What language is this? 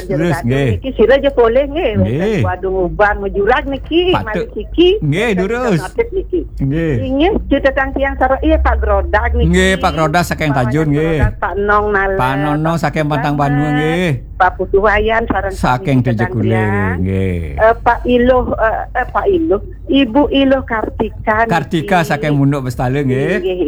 Balinese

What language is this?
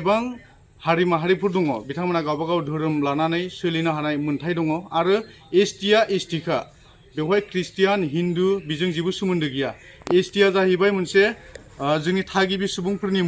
Bodo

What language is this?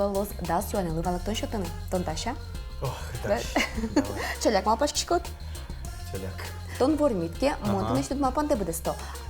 Udmurt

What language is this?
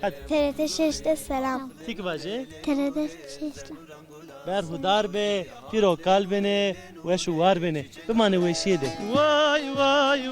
Zaza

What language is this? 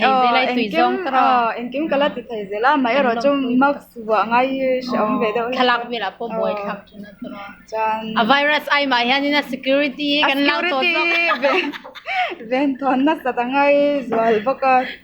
Mizo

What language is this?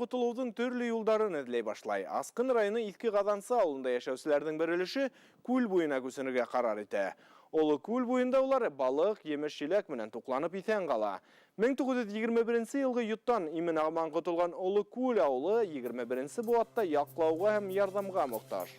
Bashkir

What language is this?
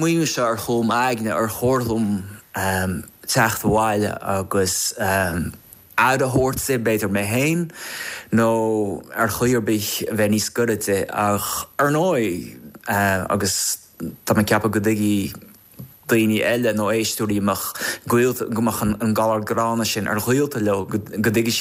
Irish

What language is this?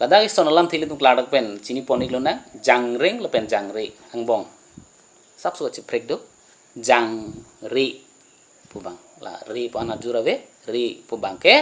Karbi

